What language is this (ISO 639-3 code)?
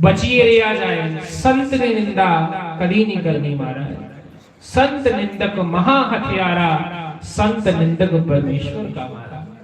doi